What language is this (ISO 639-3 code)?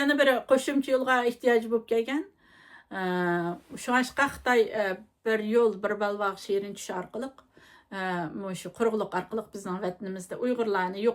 uig